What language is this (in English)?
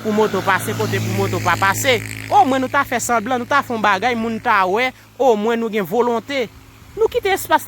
Haitian Creole